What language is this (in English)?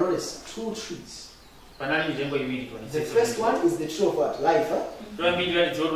Nyanja